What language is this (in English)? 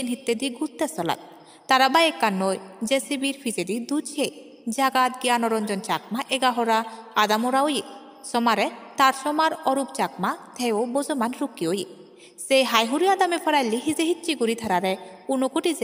Chakma